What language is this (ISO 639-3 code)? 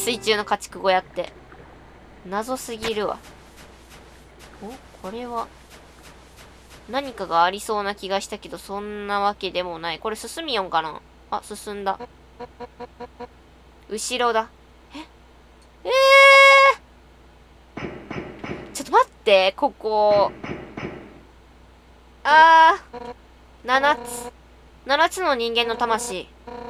jpn